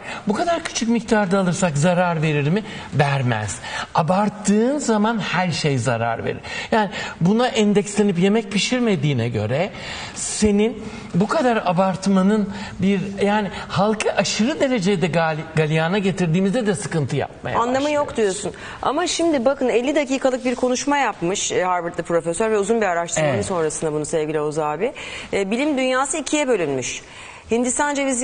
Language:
Turkish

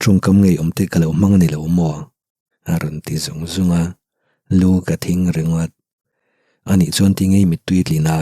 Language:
Mizo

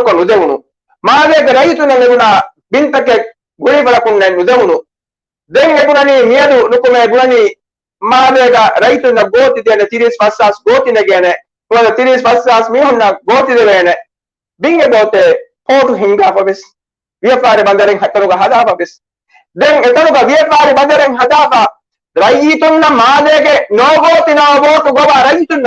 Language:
Divehi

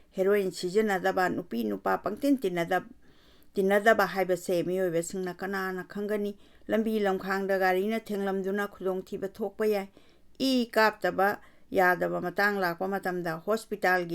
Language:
Manipuri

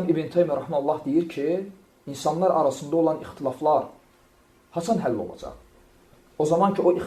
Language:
Azerbaijani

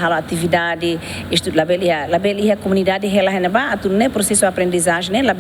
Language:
Tetum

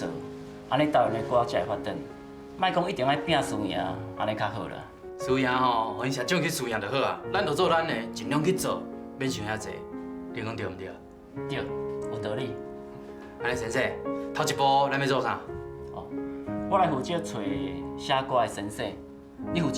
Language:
Min Nan Chinese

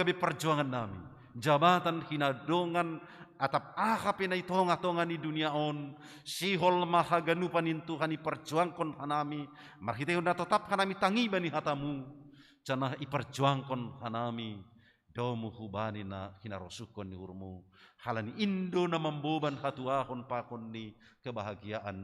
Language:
Batak Simalungun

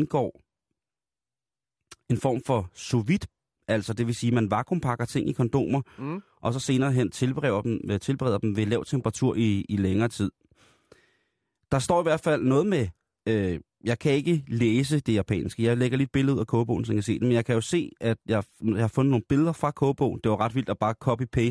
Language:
Danish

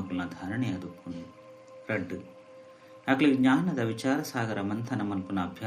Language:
Tulu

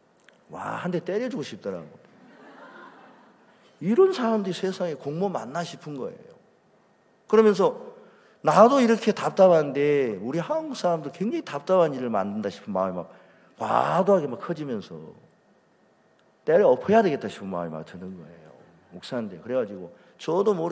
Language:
Korean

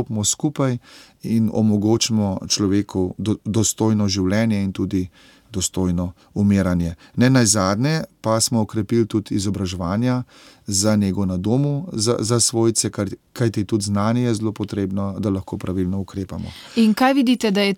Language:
Slovenian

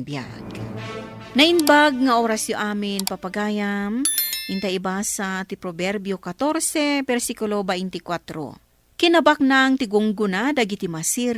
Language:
Iloko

